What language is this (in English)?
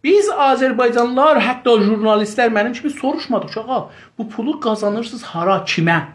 South Azerbaijani